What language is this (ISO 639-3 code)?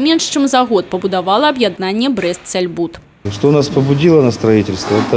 bel